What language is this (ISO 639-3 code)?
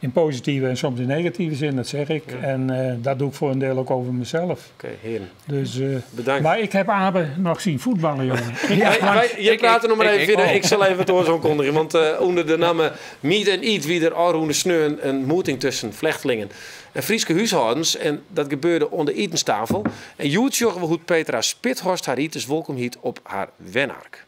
fry